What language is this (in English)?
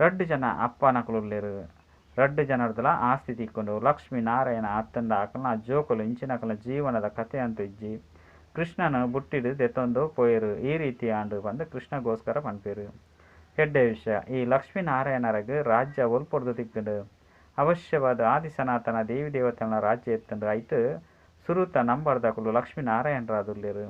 Tulu